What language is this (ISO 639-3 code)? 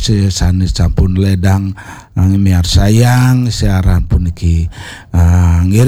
ban